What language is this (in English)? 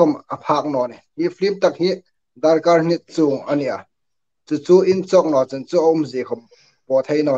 Hmar